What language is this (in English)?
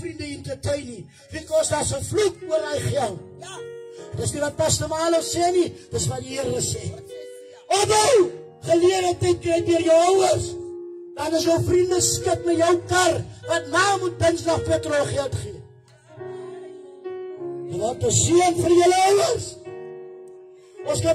Afrikaans